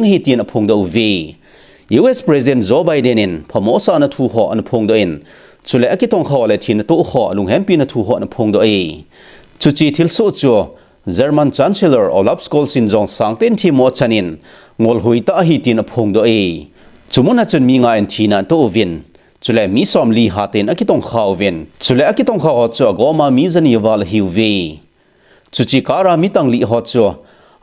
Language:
Thado Chin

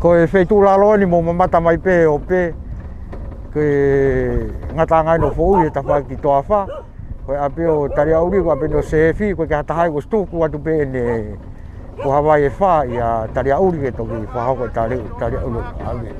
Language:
Tongan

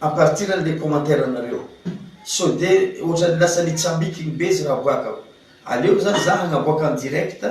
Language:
Malagasy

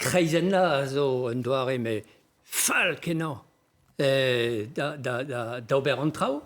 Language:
Breton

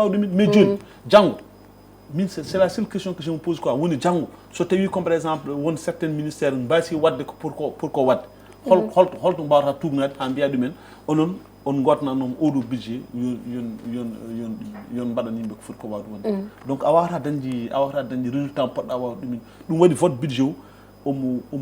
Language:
Fula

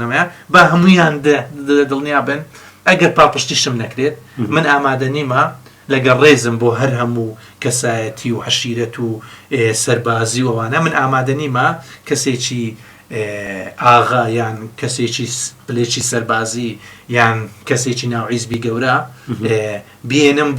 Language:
Central Kurdish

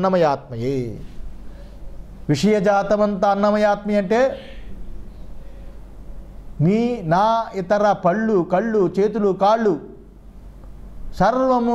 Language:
Telugu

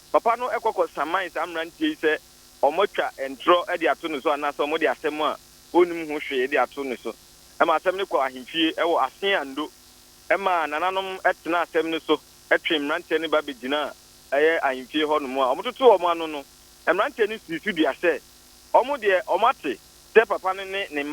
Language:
Akan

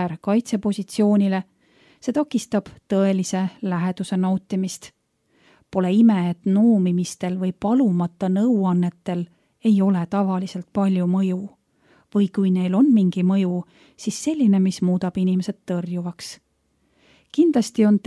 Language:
Estonian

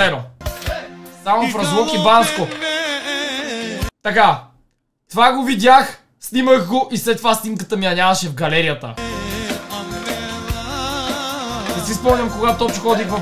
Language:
Bulgarian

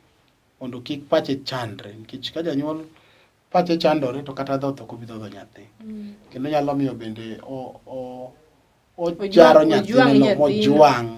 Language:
Luo (Kenya and Tanzania)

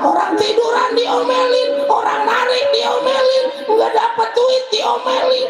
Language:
Betawi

